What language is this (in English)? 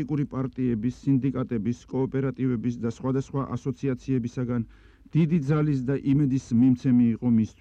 Georgian